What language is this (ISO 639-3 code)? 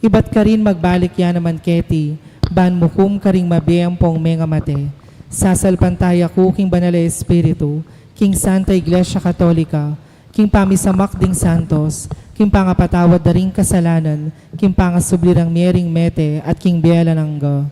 pam